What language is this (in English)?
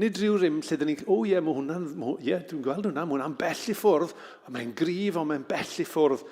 Welsh